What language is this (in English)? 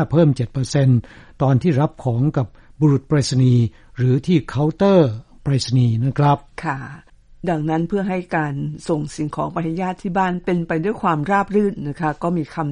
Thai